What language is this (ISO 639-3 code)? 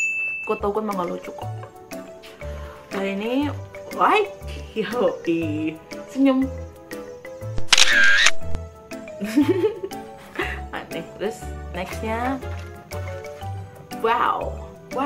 ind